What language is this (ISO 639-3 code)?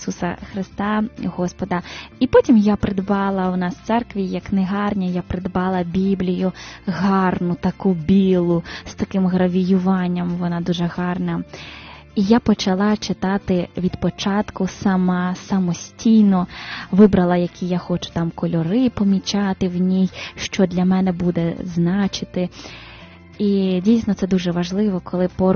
ukr